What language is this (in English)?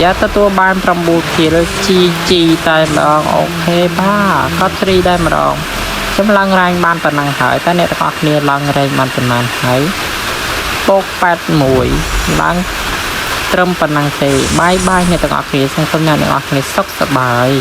Khmer